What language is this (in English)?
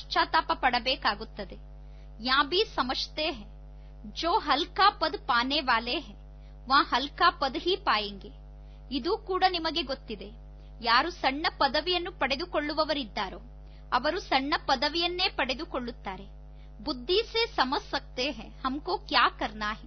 Kannada